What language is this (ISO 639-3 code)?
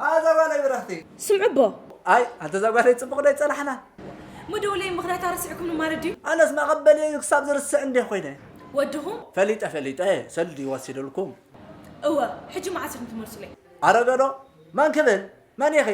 tir